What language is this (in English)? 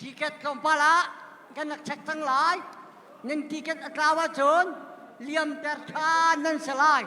Hakha Chin